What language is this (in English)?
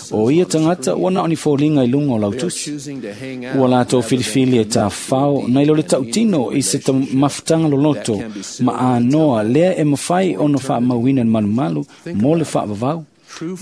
Samoan